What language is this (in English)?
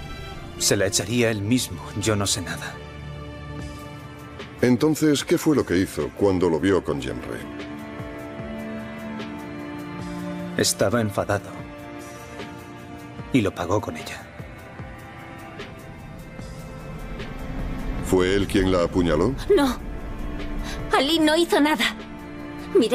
Spanish